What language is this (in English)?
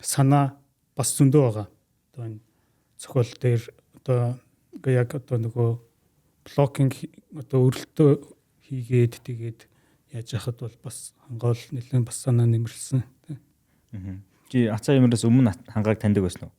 Mongolian